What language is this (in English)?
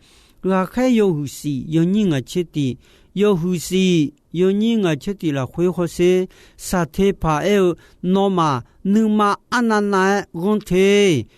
Akha